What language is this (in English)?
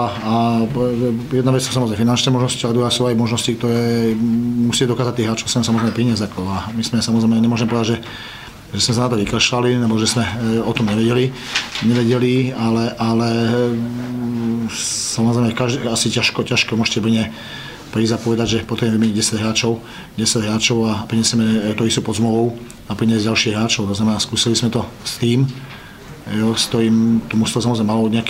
Slovak